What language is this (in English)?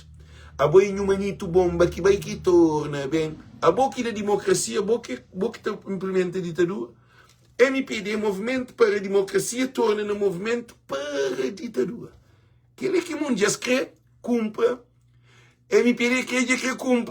Kabuverdianu